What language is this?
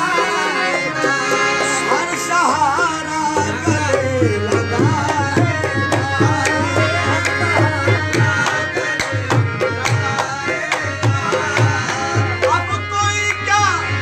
Hindi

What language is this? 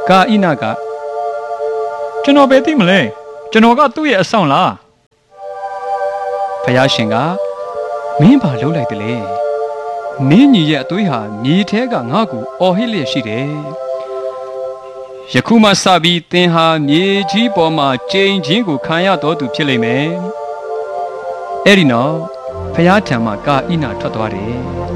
Burmese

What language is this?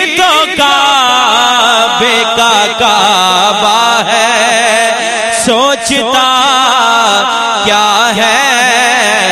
Urdu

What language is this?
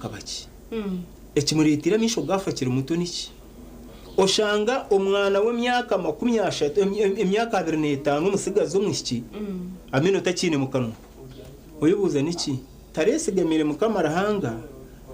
Nyankole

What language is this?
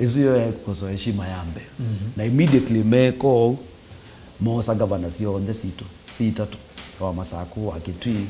Kamba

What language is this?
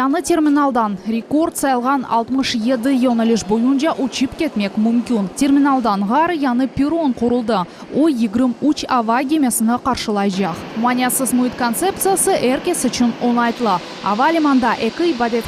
Crimean Tatar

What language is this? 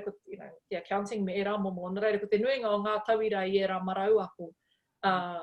Māori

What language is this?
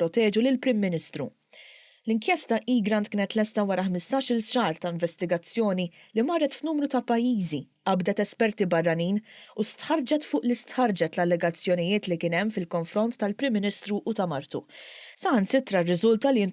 Maltese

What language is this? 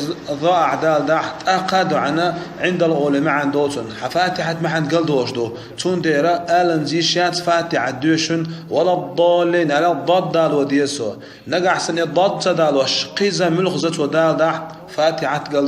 Chechen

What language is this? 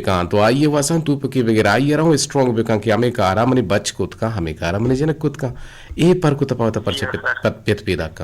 Eastern Balochi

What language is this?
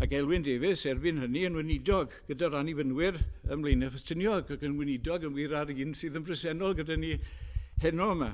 Welsh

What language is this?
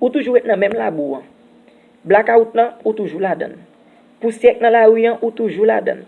Haitian Creole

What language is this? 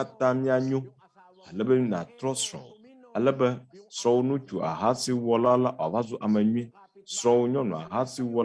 Ewe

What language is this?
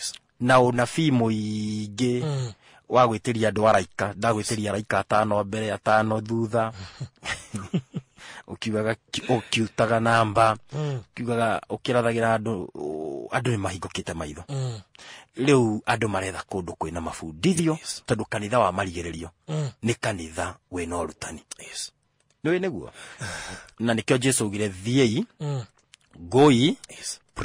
Kikuyu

